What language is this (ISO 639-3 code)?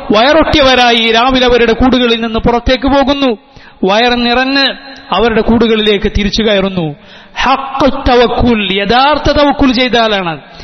mal